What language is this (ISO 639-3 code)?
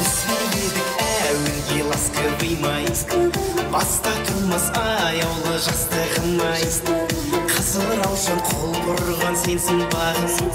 kaa